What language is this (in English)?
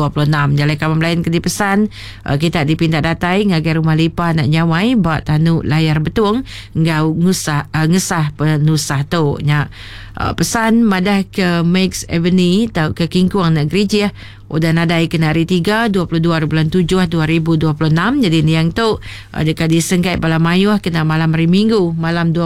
Iban